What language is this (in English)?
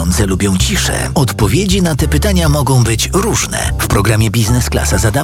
Polish